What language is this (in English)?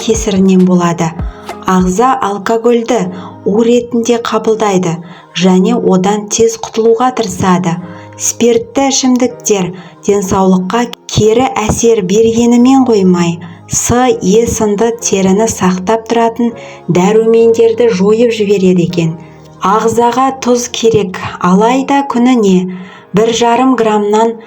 Kazakh